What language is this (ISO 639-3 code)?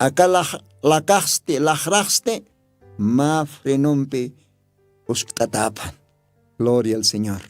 aym